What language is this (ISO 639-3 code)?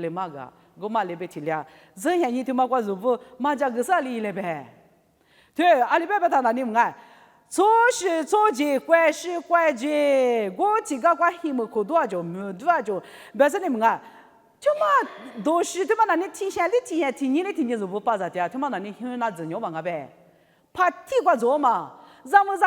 lis